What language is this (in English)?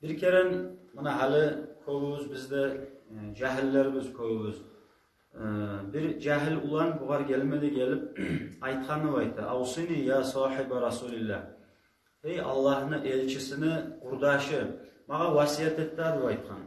Kumyk